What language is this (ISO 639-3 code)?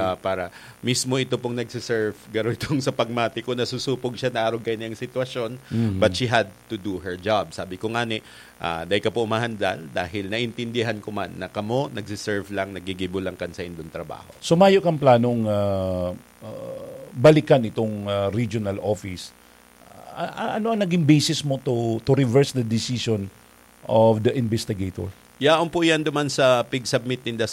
bik